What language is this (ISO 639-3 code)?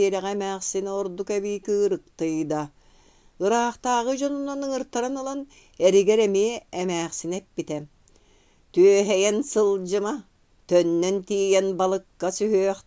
sah